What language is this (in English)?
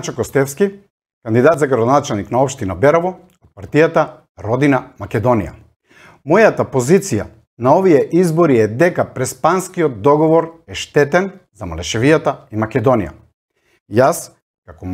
Macedonian